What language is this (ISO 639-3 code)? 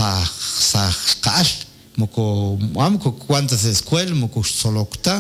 kek